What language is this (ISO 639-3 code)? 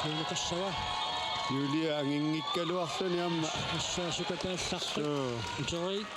kal